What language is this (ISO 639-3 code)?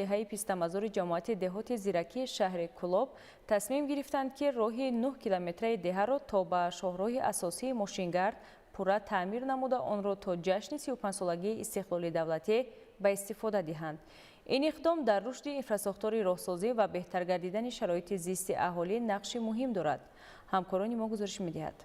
tgk